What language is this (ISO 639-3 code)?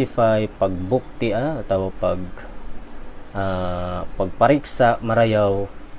tsg